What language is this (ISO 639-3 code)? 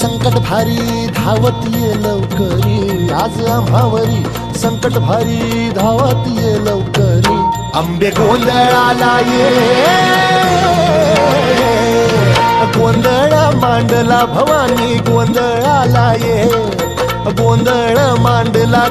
mar